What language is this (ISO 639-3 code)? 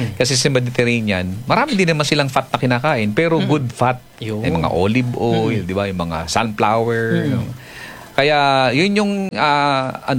fil